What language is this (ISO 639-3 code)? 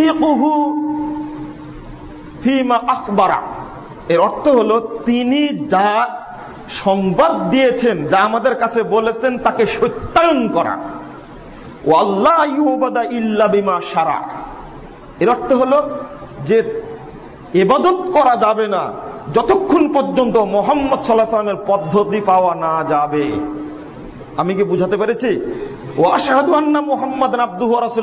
ben